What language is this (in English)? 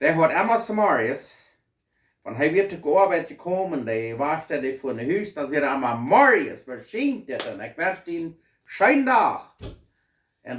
Plautdietsch